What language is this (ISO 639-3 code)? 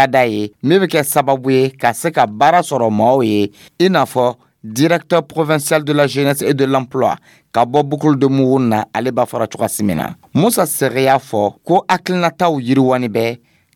dyu